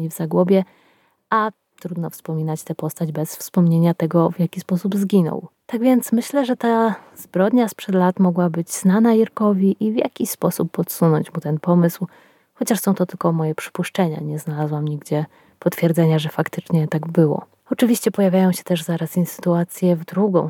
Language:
Polish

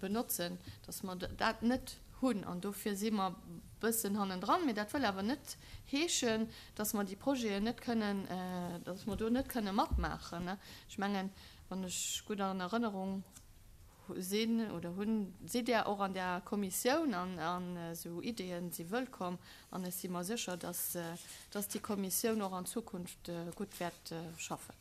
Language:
Luxembourgish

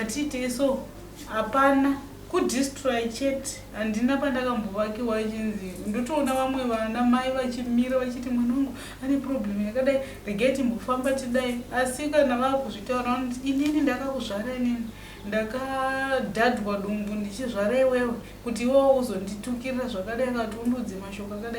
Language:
Shona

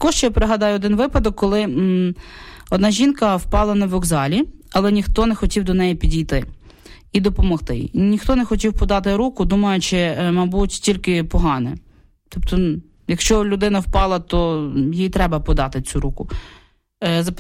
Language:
Ukrainian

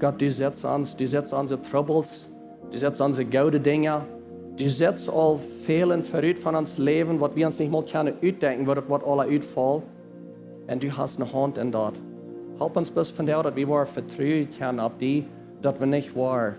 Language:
Plautdietsch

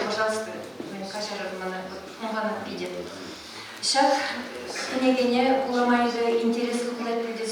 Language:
Chuvash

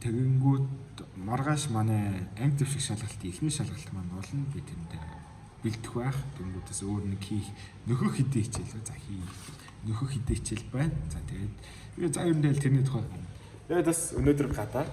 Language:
Mongolian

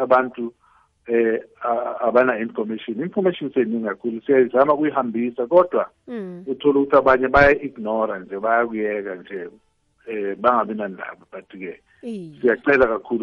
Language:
South Ndebele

